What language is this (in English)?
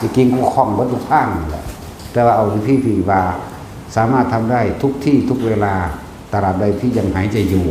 Northeastern Thai